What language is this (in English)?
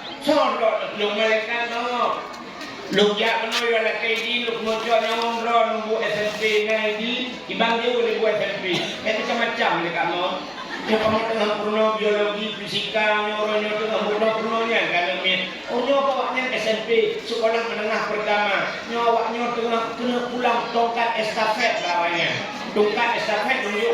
Achinese